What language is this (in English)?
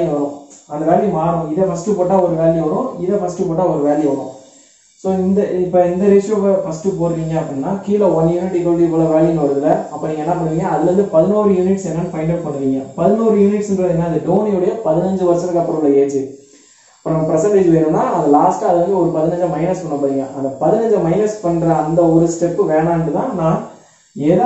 Tamil